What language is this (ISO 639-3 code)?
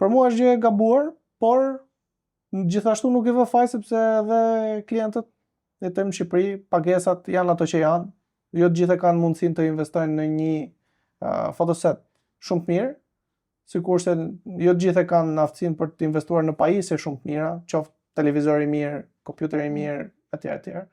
sqi